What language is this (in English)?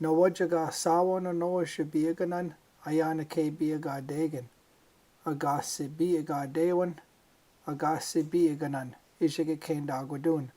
Chippewa